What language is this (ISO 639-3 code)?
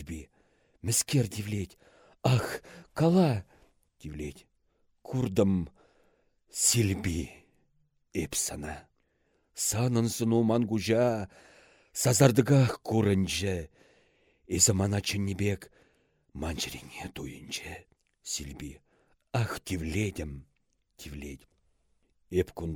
chv